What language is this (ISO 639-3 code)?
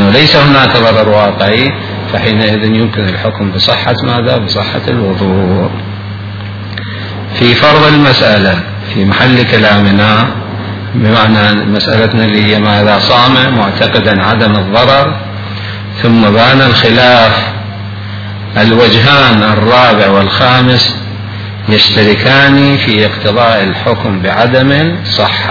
ara